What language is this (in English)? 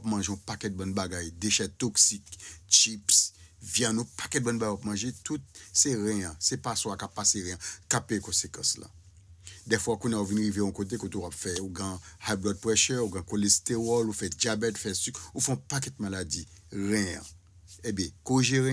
Haitian Creole